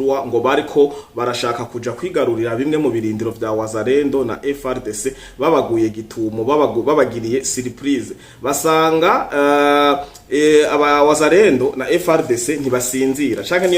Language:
Rundi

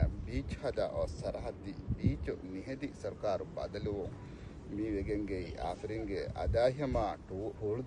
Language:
Divehi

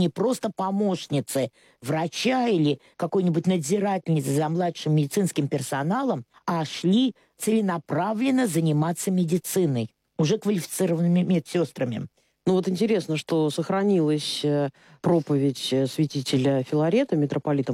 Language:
Russian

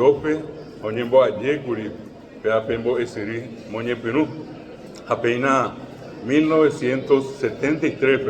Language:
Guarani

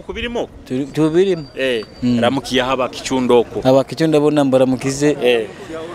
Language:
Nyoro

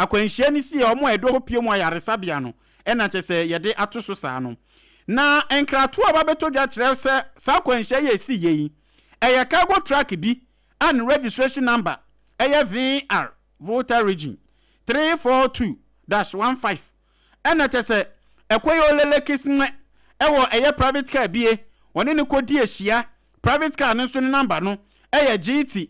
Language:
Akan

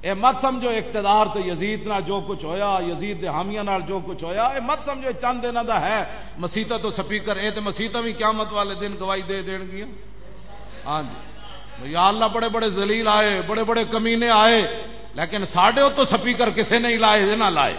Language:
Western Panjabi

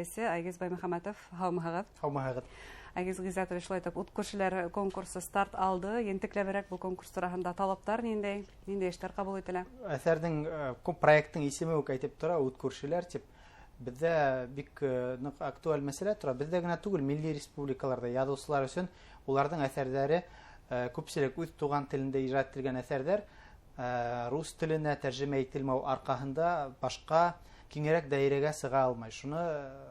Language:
Bashkir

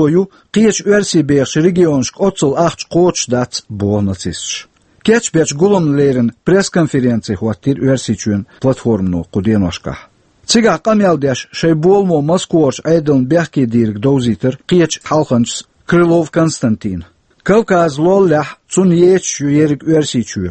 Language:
Chechen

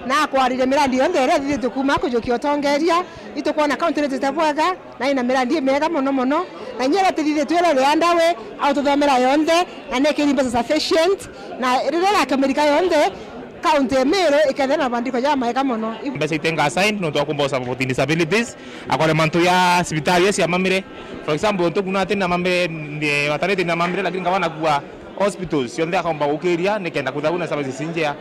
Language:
Meru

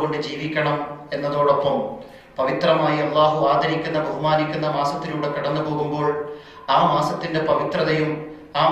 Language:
Malayalam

